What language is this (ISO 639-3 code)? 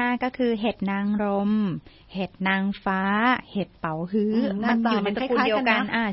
tha